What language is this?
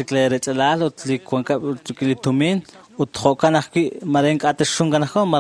Kekchí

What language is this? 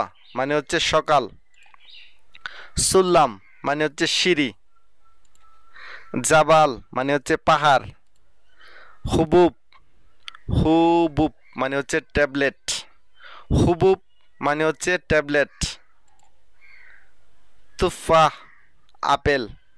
Bangla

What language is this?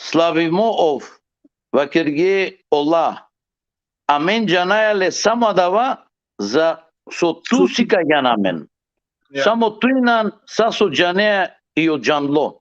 Balkan Romani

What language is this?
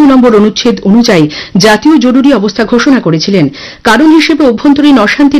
Bangla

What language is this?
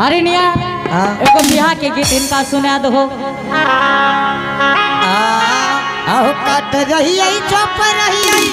Angika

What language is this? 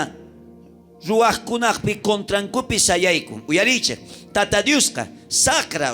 South Bolivian Quechua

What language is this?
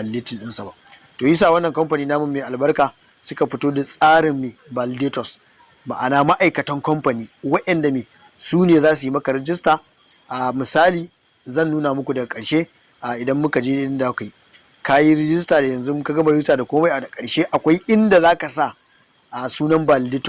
Hausa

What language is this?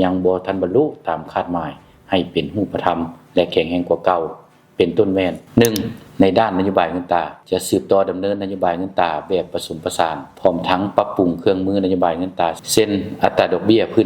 Lao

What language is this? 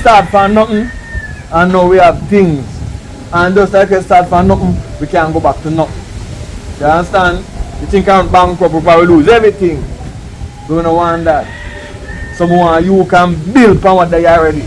Jamaican Creole English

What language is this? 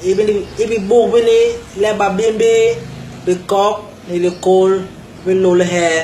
Basaa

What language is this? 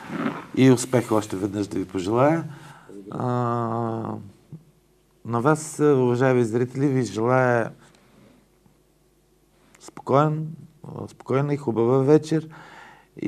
Bulgarian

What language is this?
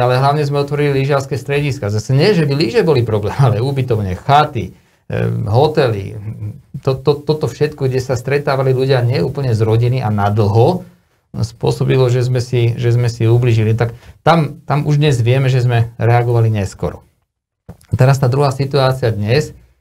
Slovak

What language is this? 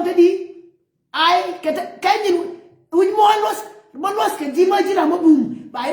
Nuer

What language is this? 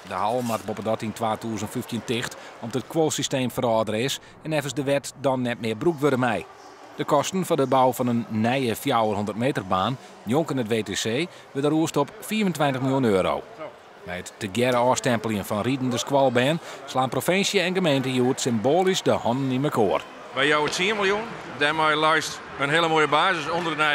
Western Frisian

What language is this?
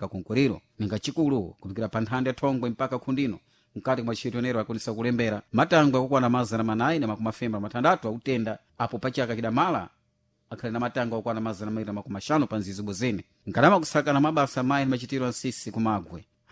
Sena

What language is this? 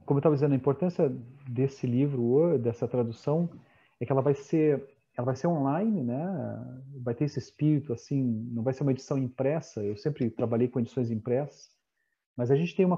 Portuguese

